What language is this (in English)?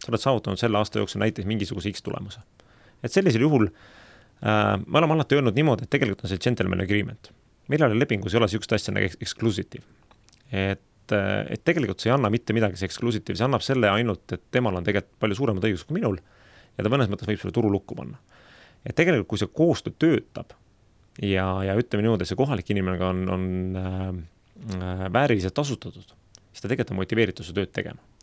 Estonian